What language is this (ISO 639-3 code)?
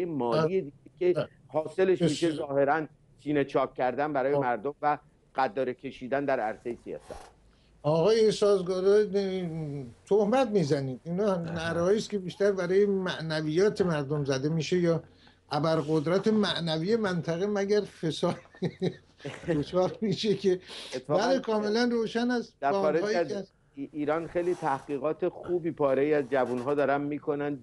fas